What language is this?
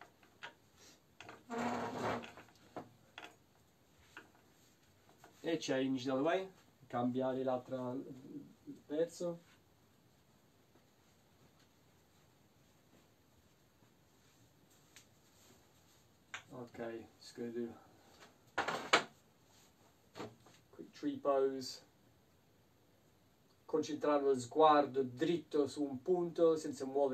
Italian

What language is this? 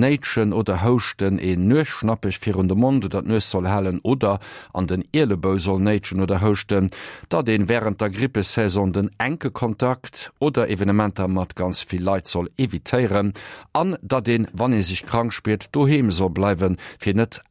Luxembourgish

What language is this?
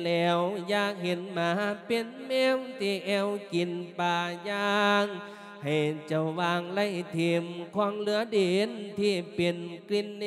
Lao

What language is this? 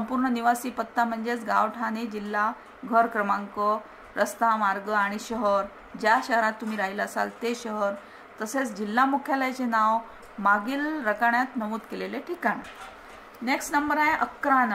Marathi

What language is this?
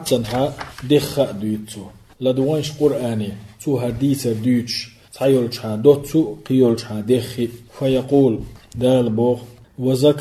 Chechen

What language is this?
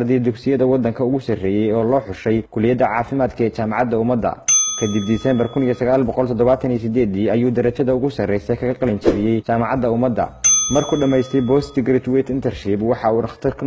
Somali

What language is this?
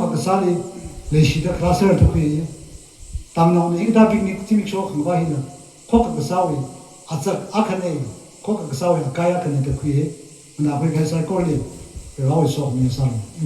Tangkhul Naga (India)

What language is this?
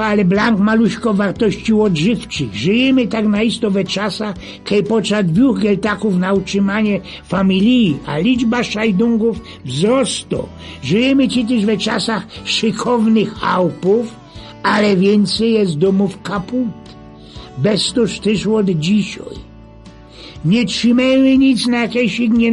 Silesian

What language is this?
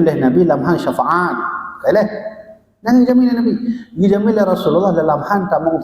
Achinese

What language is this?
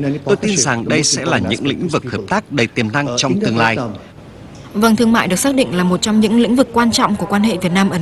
Vietnamese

